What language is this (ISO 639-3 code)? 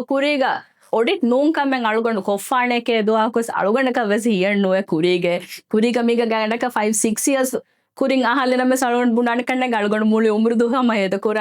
div